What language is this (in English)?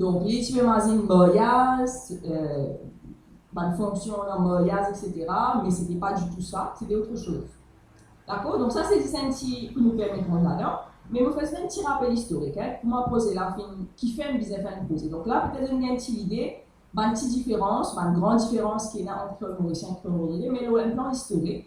Morisyen